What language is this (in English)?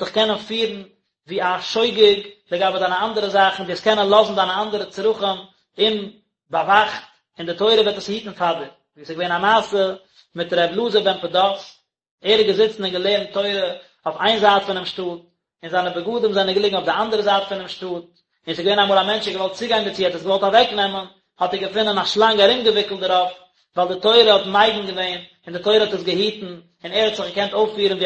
Yiddish